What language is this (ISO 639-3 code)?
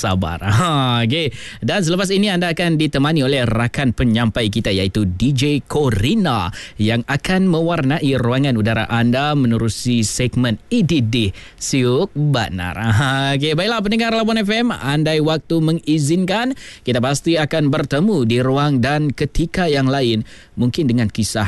msa